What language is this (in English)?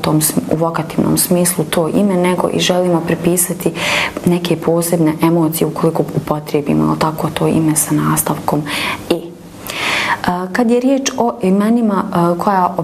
Bosnian